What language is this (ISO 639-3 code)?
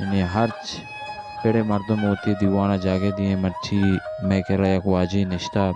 bal